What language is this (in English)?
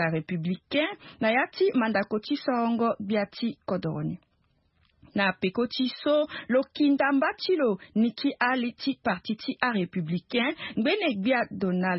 Sango